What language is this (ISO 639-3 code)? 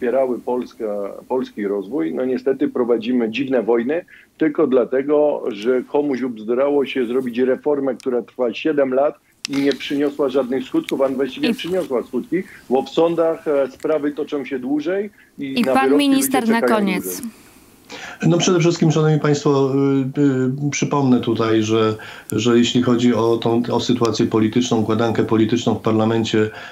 pol